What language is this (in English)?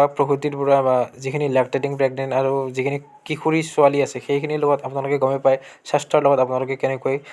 Assamese